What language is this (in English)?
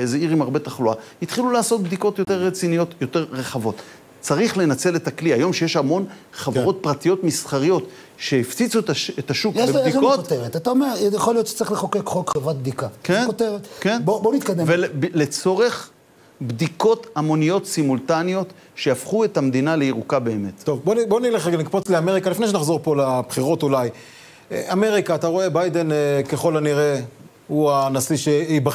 Hebrew